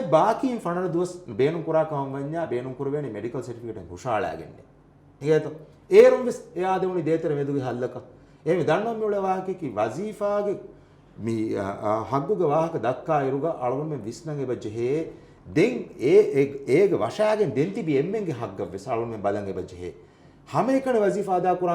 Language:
Divehi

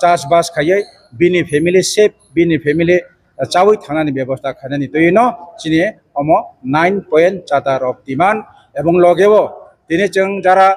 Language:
Riang (India)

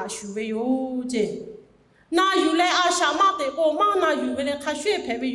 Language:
Lahu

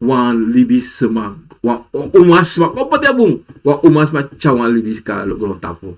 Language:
Sranan Tongo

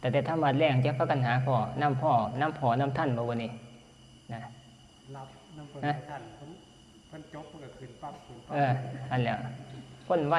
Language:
Northeastern Thai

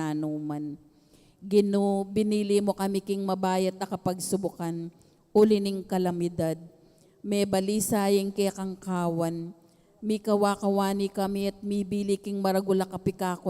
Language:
Pampanga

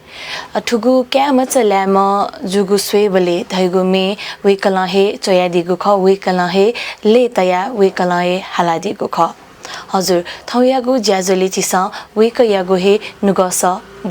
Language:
Newari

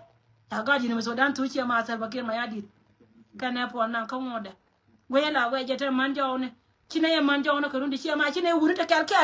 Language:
Nuer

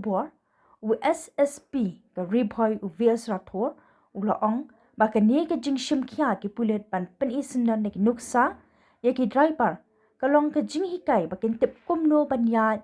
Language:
Khasi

